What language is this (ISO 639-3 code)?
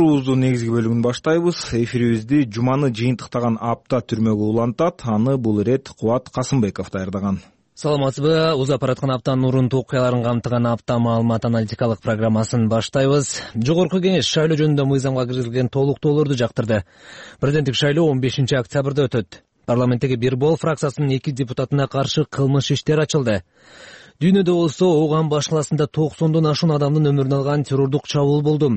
kir